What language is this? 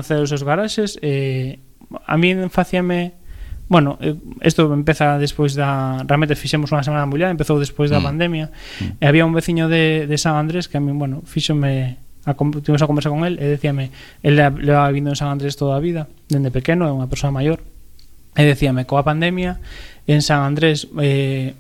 Galician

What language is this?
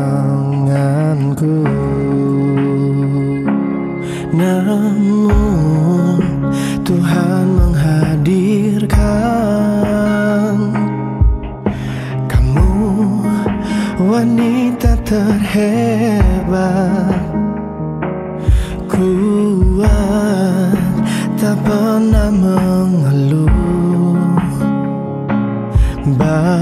Indonesian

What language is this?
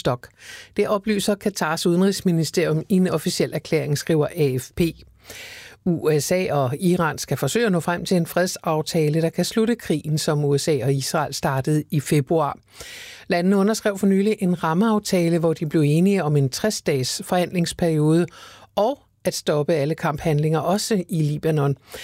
Danish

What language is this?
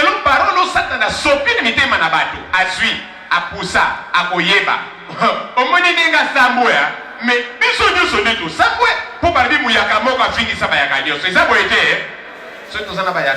Lingala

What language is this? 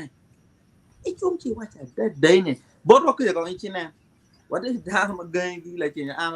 Acoli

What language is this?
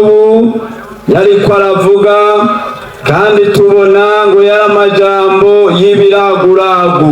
Rundi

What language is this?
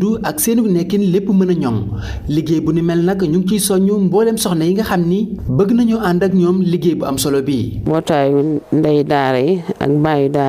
Wolof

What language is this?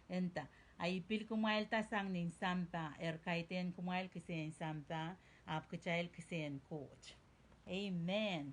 Pohnpeian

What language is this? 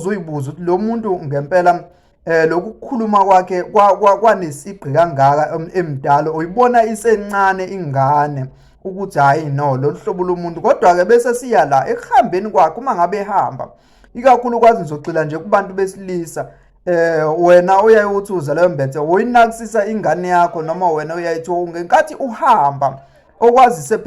Zulu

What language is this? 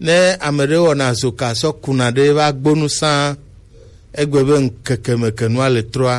Gen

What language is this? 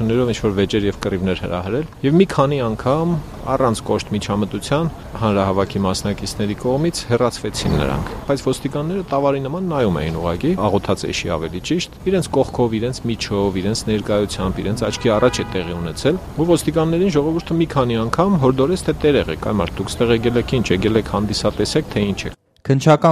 Armenian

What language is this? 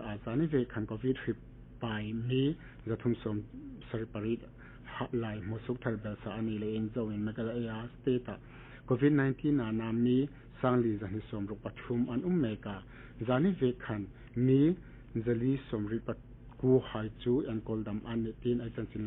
Hmar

